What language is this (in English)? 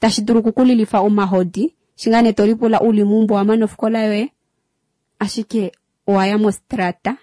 Kuanyama